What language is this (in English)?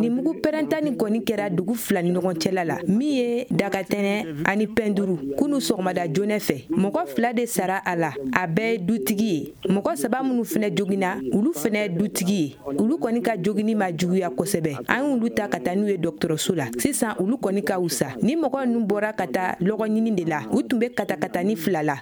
Bambara